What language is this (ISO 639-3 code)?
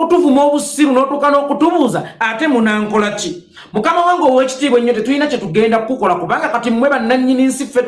lug